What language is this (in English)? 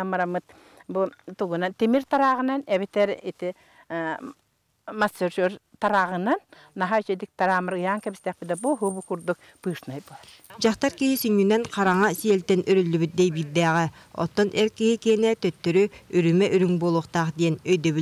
Yakut